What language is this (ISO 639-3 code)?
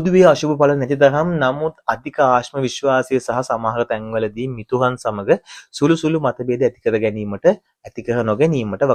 sin